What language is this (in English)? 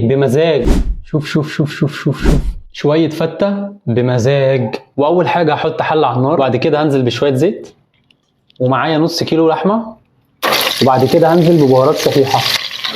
Egyptian Arabic